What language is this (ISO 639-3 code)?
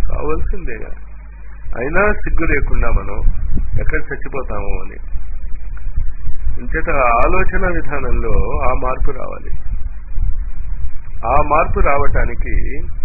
tel